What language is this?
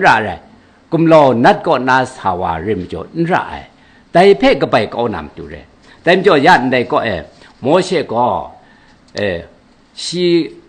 Kachin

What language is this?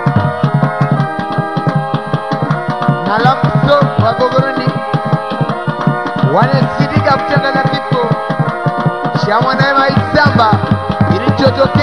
Swahili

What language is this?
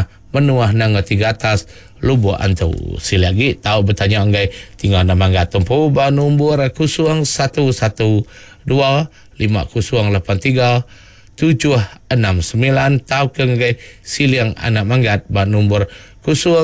Iban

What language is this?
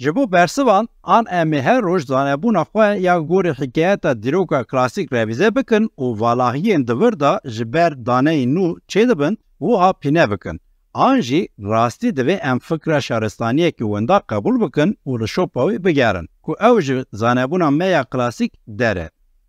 Kurdish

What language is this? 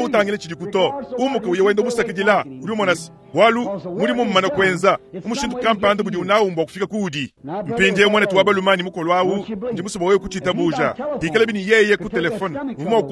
Luba-Lulua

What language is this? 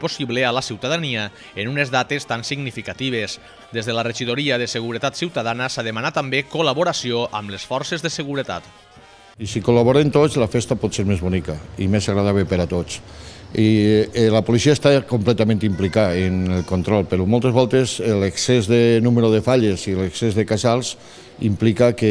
Catalan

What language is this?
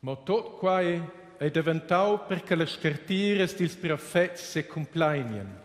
Romansh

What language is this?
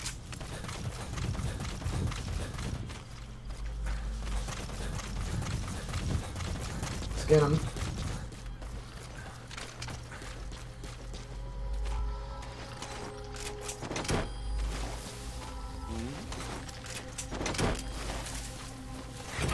English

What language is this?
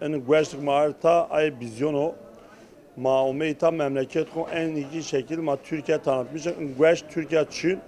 Zaza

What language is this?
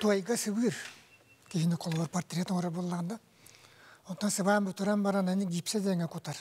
Yakut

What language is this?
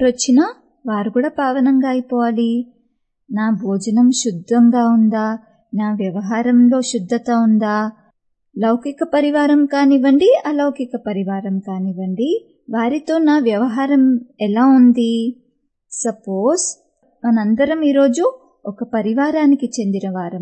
Telugu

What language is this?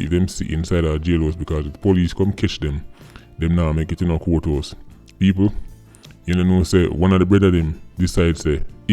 Jamaican Creole English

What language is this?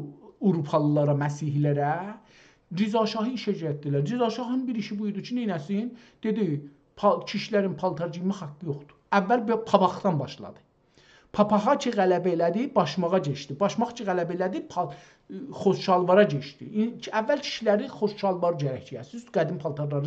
South Azerbaijani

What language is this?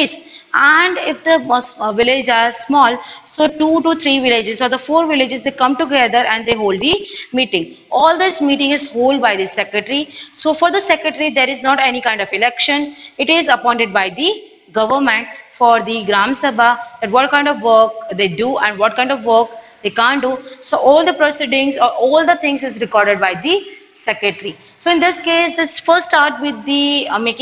English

